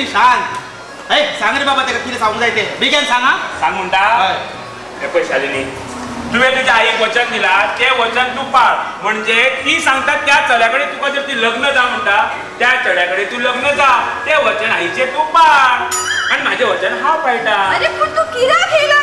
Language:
Konkani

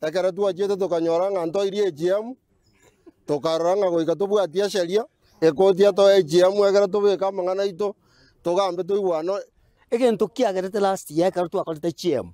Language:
Gusii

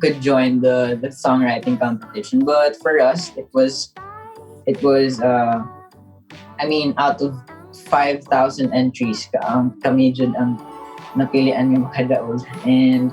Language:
Cebuano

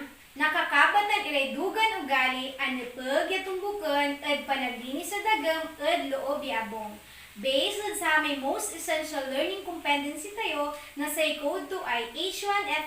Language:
Pangasinan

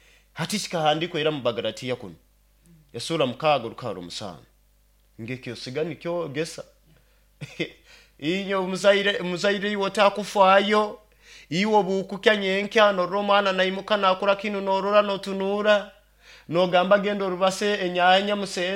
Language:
Nyoro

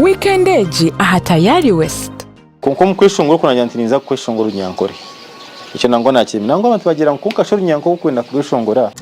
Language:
Nyankole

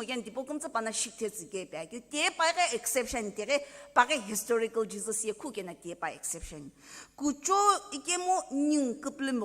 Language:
Sumi Naga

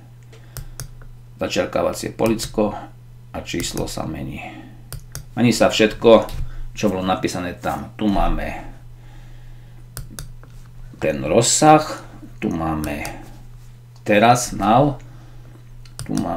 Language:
Slovak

